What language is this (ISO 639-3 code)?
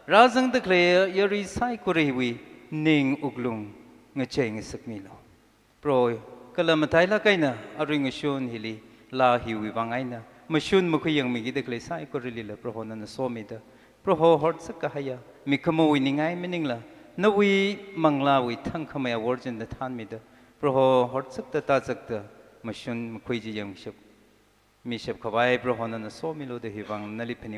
nmf